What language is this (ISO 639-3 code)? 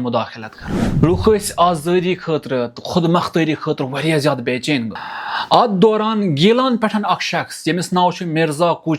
kas